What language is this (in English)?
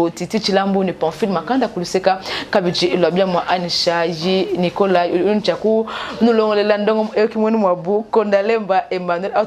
Luba-Lulua